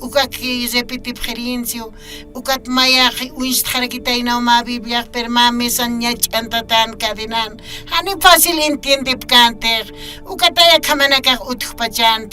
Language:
Aymara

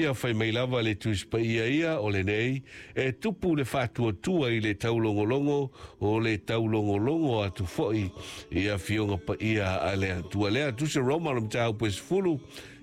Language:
Samoan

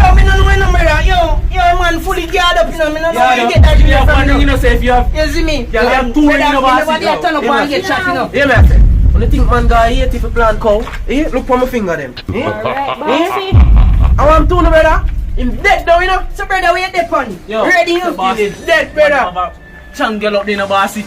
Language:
Jamaican Creole English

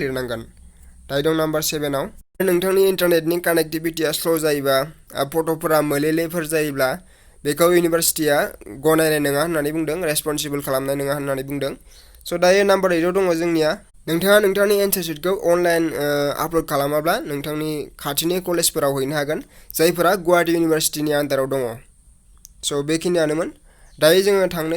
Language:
Bodo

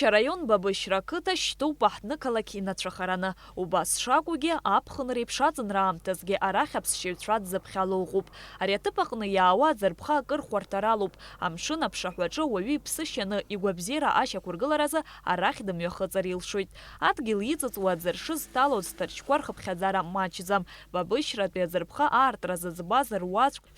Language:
Abkhazian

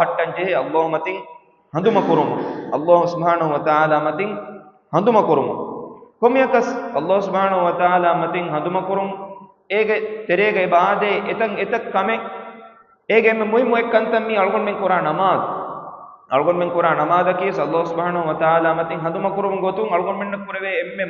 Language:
Divehi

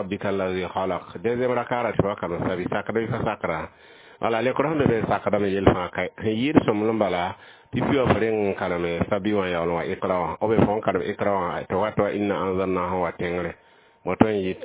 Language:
Mossi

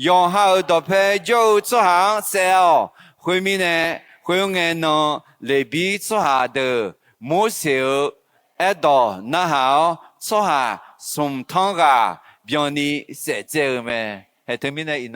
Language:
Akha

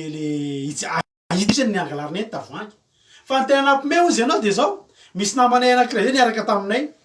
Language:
Malagasy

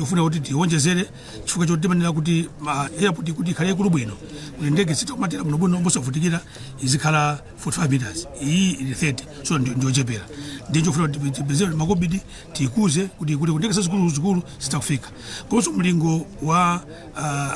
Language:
Nyanja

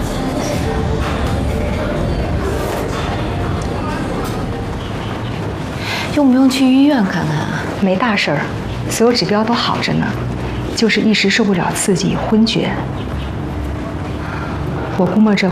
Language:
Chinese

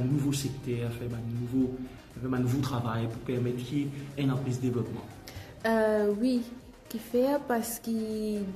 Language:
Morisyen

